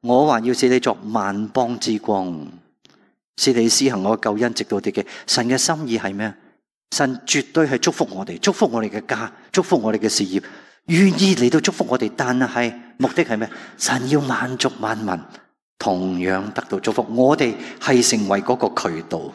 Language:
Cantonese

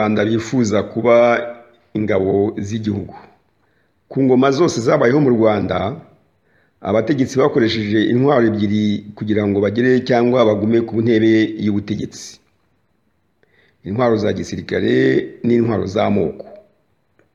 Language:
Kinyarwanda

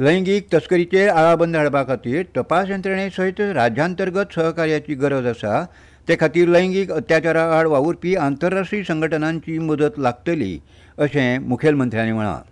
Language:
Konkani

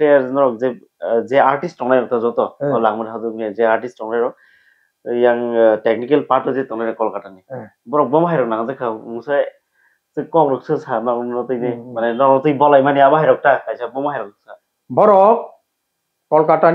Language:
Kok Borok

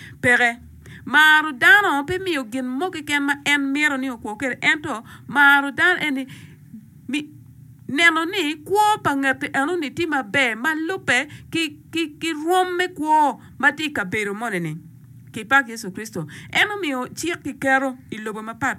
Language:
Acoli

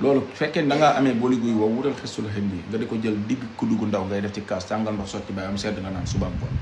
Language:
Wolof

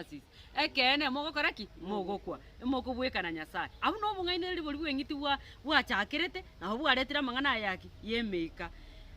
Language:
Gusii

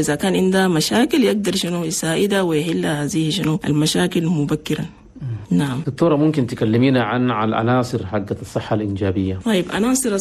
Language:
Chadian Arabic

